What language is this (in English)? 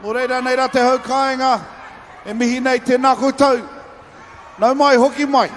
Māori